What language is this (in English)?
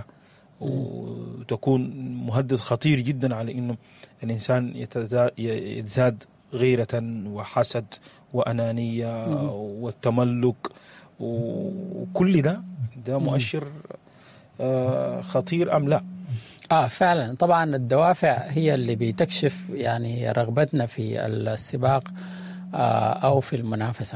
Sudanese Arabic